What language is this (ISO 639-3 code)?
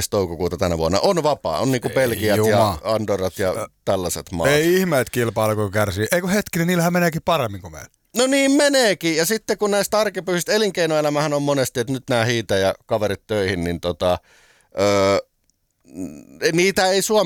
fin